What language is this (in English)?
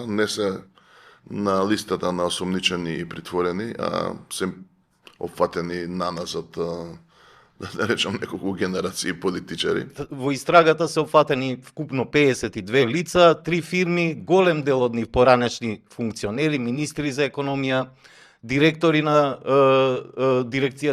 Macedonian